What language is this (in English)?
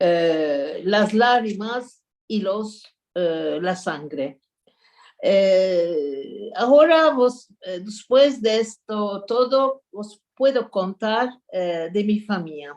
Ladino